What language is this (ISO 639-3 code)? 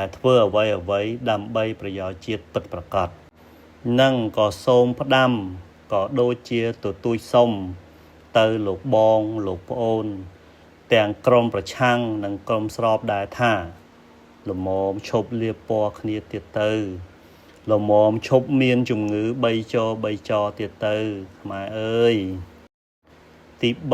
khm